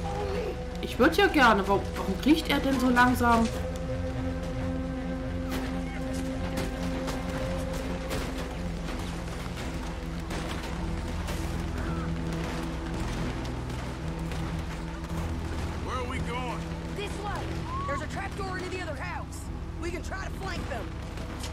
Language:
German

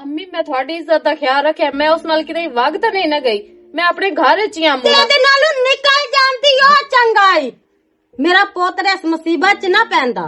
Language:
Western Panjabi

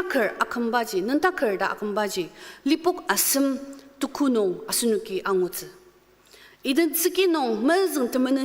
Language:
Ao Naga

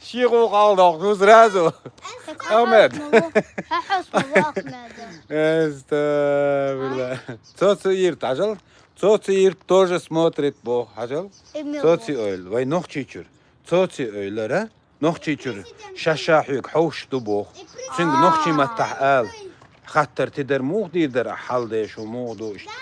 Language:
Chechen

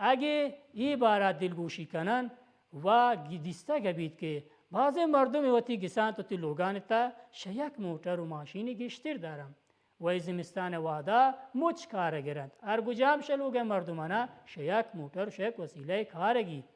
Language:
Baluchi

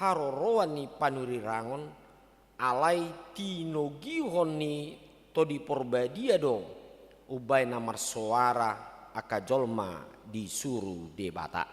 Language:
Batak Toba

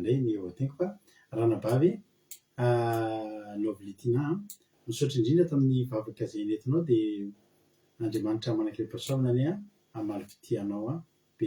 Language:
Malagasy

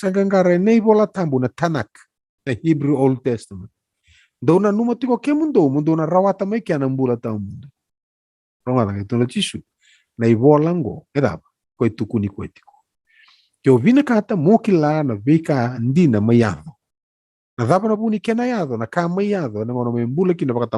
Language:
Fijian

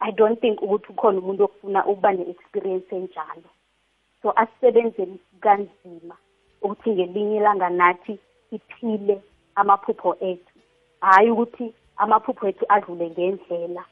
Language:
South Ndebele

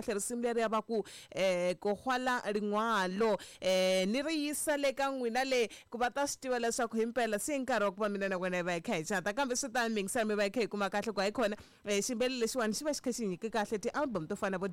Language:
Tsonga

